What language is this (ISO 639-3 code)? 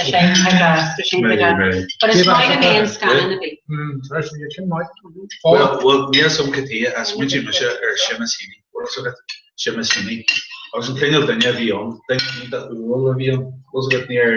gle